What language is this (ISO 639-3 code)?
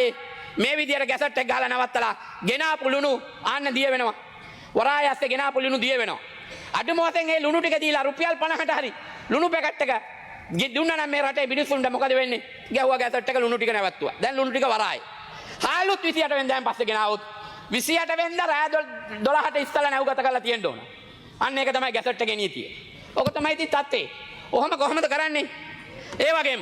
sin